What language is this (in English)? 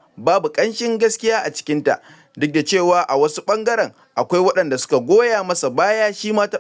Hausa